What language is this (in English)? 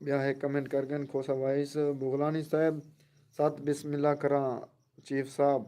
Saraiki